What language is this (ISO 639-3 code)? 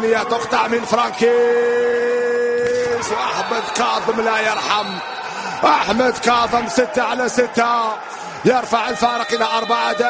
ara